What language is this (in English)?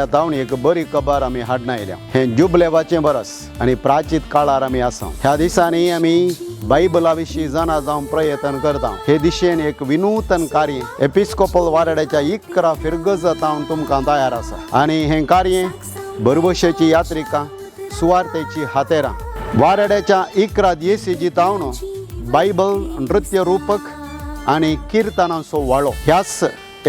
Konkani